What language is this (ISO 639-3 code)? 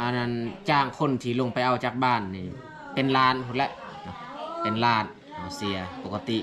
lao